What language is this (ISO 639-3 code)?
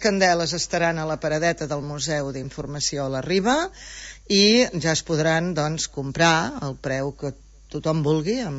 cat